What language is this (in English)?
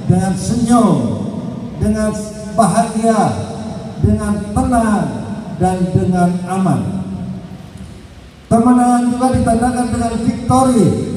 Indonesian